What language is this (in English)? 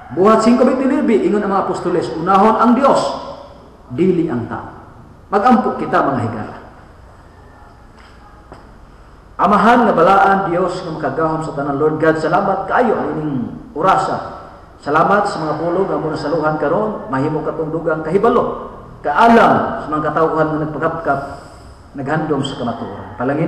Cebuano